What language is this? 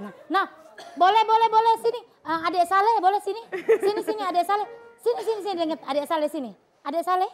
Musi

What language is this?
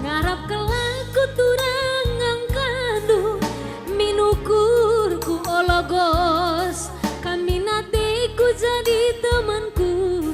Batak Karo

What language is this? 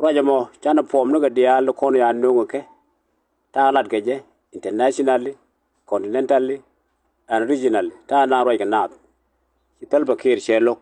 Nuer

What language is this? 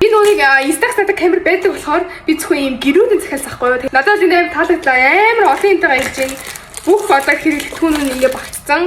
Mongolian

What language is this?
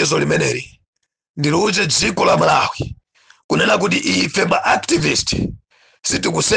Nyanja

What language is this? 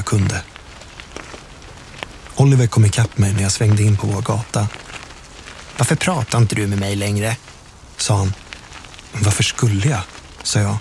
Swedish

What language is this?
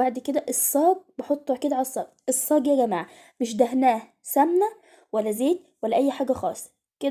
Egyptian Arabic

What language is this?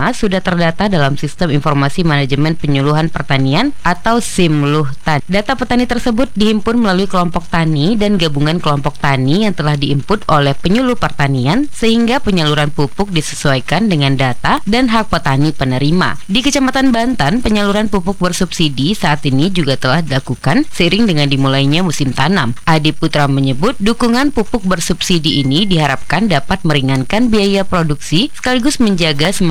Indonesian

